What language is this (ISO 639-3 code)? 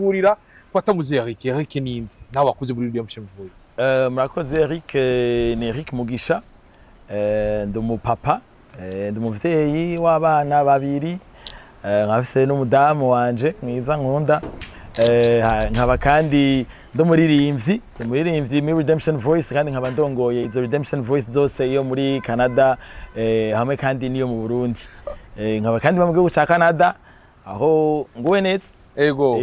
run